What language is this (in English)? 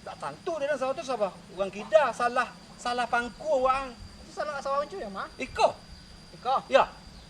Minangkabau